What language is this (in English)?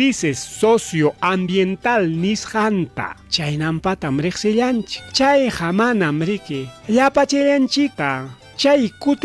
Ayacucho Quechua